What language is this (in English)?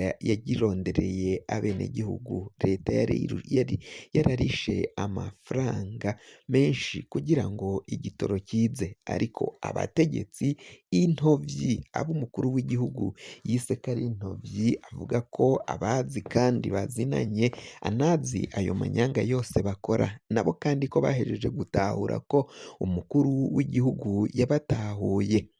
Rundi